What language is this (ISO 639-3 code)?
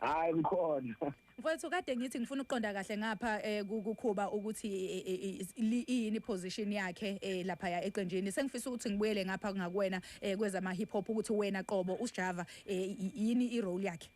zul